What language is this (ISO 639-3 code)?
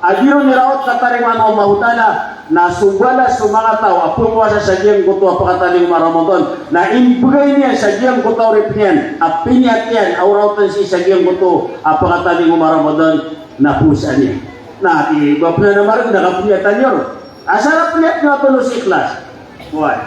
mrw